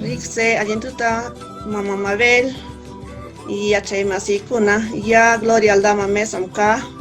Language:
Huaylla Wanca Quechua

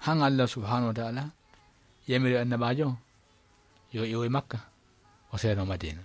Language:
Fula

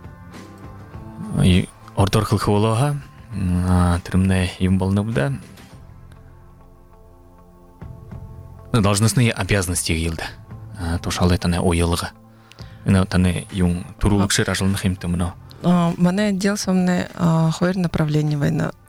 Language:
Buriat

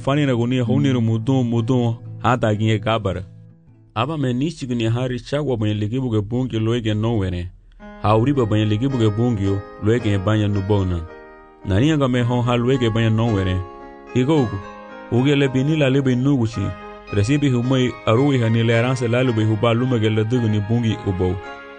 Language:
Garifuna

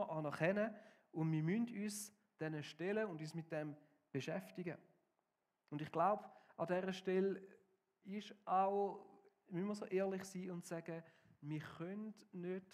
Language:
Swiss German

